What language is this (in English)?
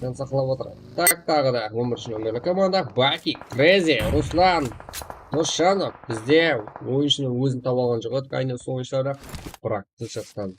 Kara-Kalpak